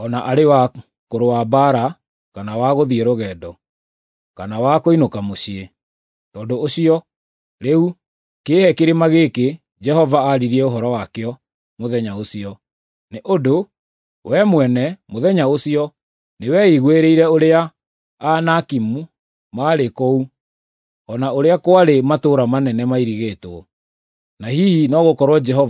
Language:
Kikuyu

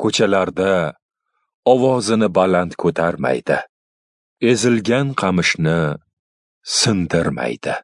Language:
Uzbek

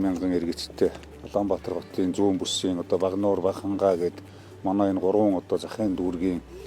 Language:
Mongolian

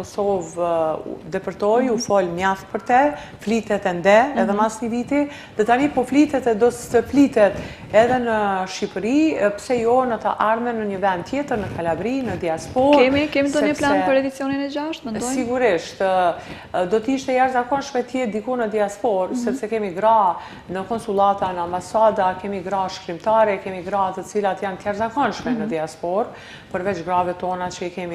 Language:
Albanian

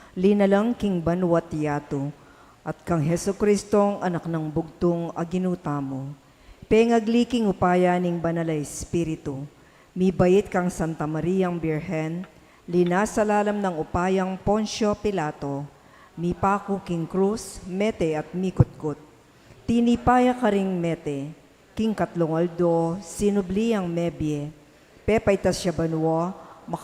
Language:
Pampanga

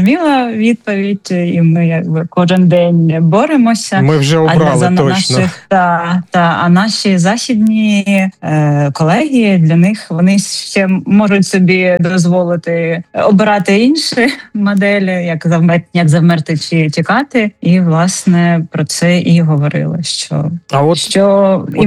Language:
Ukrainian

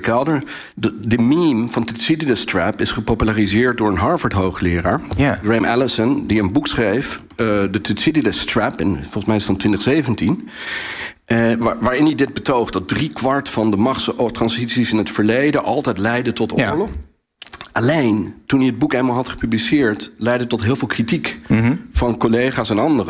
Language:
Dutch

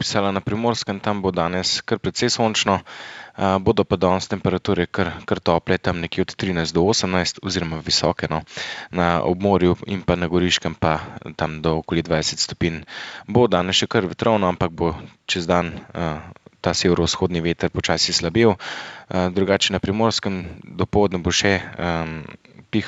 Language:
Slovenian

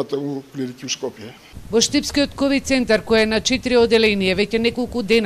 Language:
Macedonian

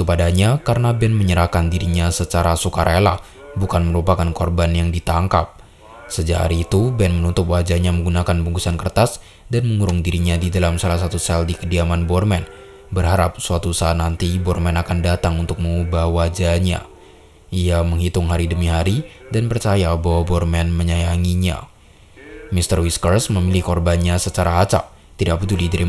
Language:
Indonesian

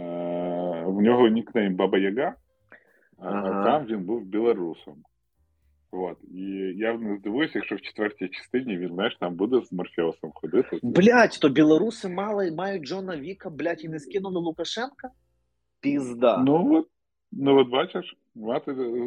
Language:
Ukrainian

